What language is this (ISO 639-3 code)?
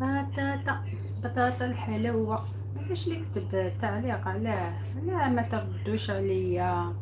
arq